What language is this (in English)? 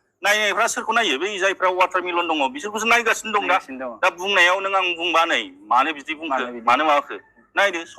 Bodo